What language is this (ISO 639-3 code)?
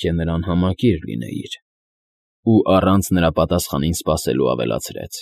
hye